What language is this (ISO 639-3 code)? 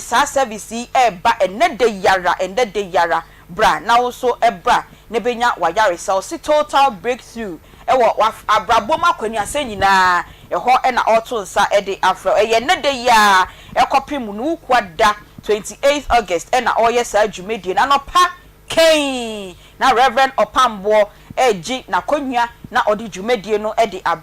aka